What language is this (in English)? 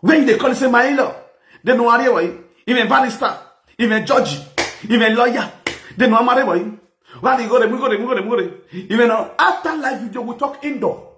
Nigerian Pidgin